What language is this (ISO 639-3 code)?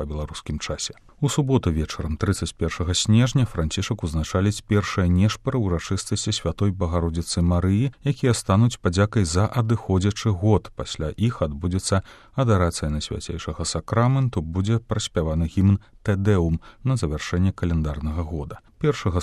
bel